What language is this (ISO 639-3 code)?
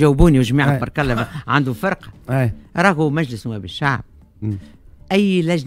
aeb